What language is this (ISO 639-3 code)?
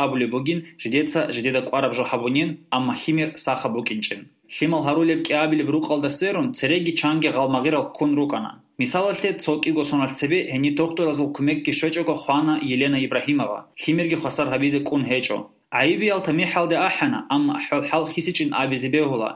ava